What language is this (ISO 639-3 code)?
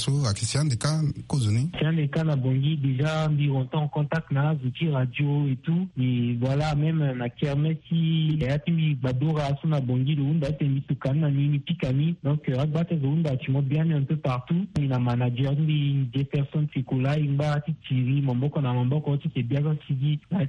sag